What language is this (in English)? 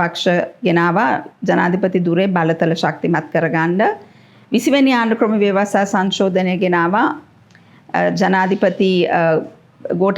Sinhala